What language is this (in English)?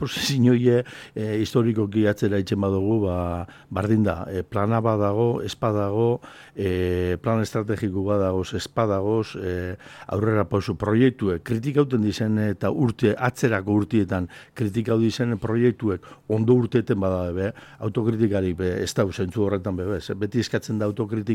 Basque